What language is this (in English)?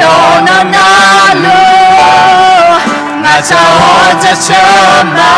Akha